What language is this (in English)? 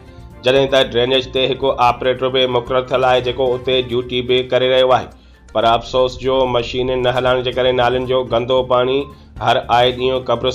Sindhi